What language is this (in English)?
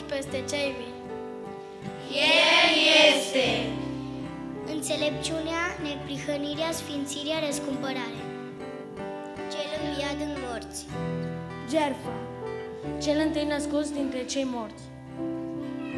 Romanian